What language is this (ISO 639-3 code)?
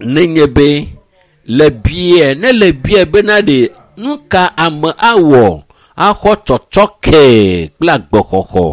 ewe